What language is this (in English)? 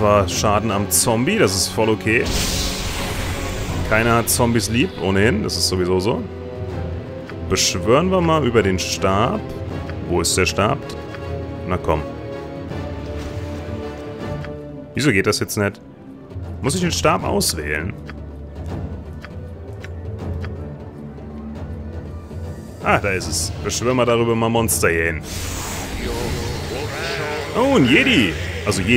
German